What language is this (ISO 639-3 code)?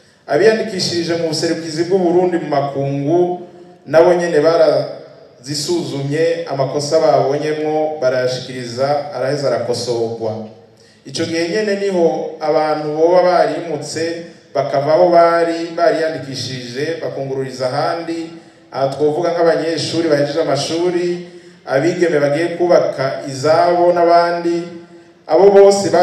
run